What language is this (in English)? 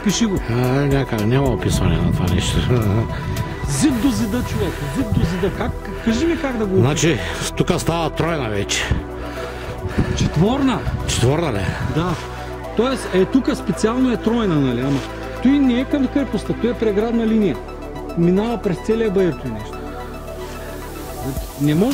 Bulgarian